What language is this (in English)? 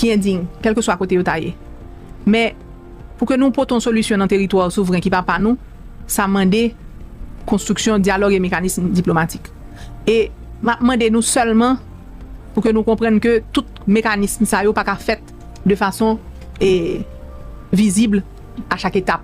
Haitian Creole